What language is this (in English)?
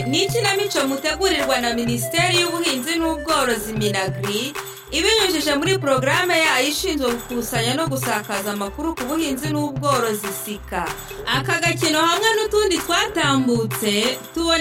Kinyarwanda